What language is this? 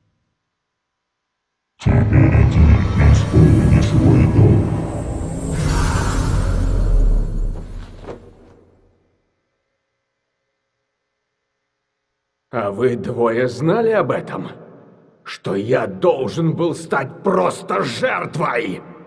Russian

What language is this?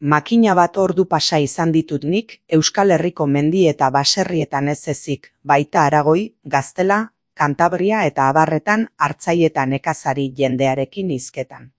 Basque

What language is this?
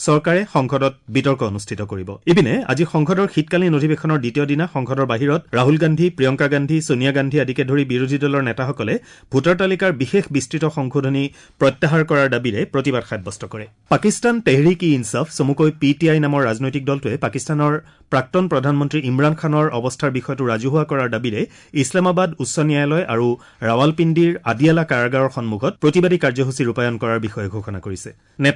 Assamese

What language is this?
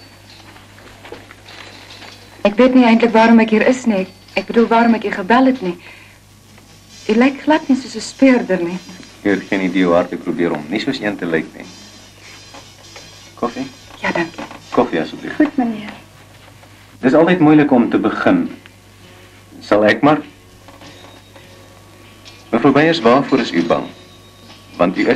Afrikaans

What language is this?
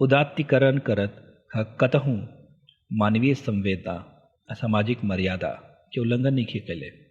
Bhojpuri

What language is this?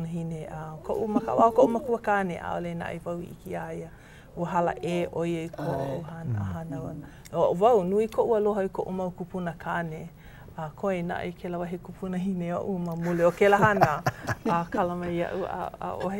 Hawaiian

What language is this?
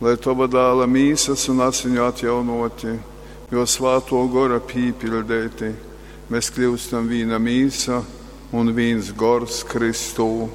Latgalian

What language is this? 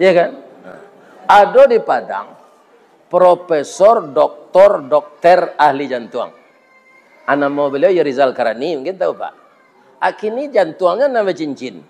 Minangkabau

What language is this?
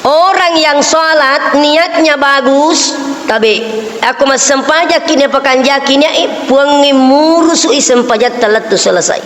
Buginese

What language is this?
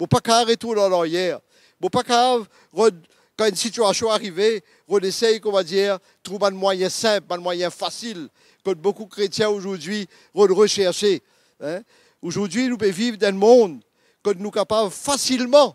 Morisyen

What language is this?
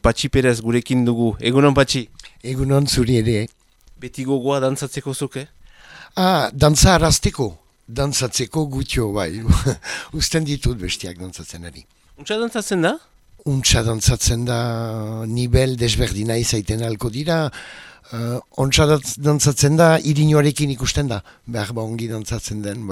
Basque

